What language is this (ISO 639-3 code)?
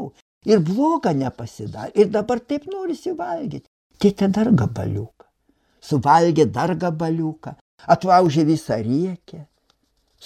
lit